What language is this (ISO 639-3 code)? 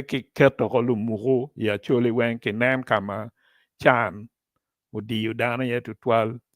ach